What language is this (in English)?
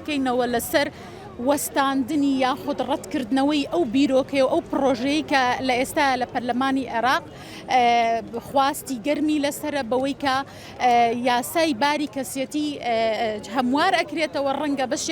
Central Kurdish